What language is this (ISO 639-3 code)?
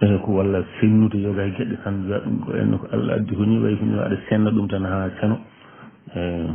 ful